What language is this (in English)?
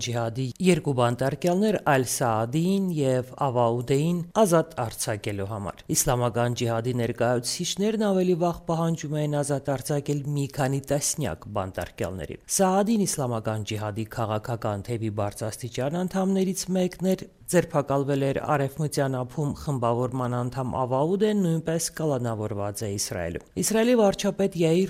Armenian